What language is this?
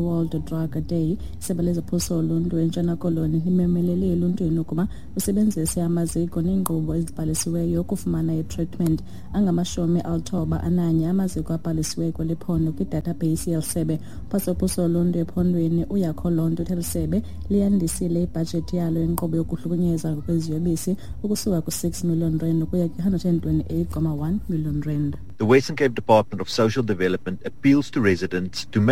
Xhosa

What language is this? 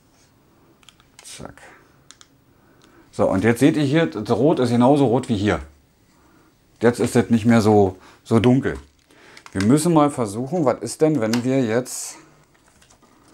German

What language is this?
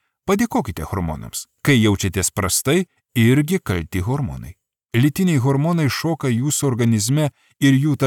Lithuanian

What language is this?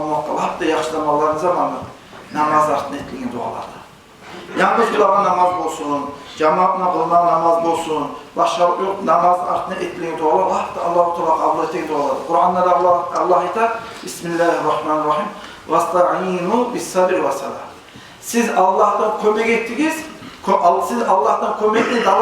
Kumyk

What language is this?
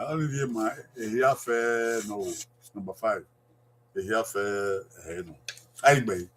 Bini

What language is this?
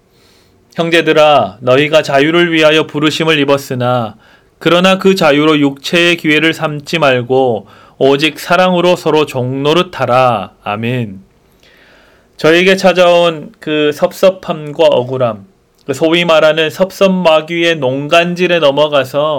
Korean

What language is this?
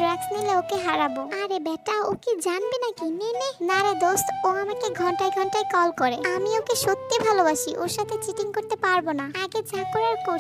Bangla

